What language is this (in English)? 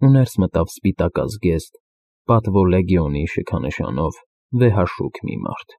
Armenian